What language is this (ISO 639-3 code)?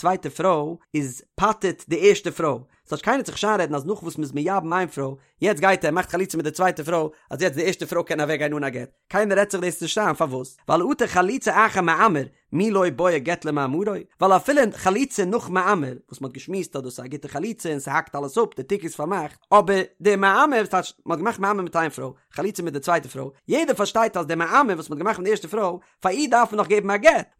yid